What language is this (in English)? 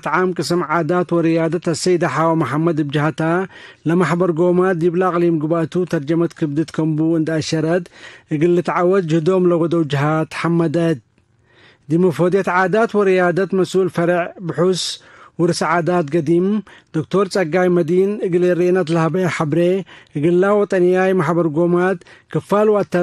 Tigre